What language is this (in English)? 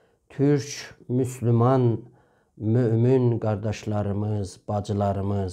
South Azerbaijani